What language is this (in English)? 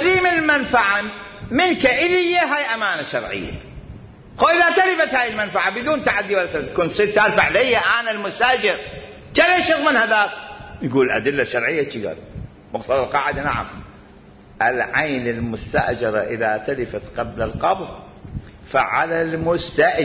Mesopotamian Arabic